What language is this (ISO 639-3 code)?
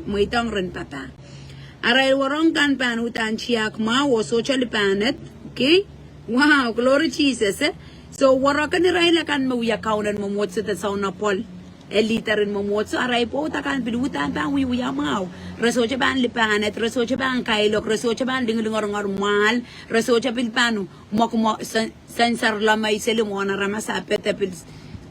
pon